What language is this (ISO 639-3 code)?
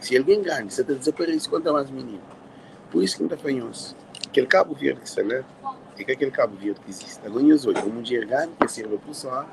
kea